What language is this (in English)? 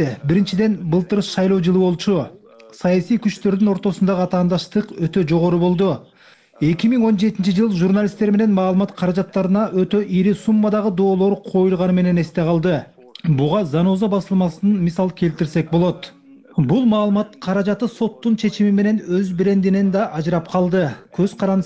Kyrgyz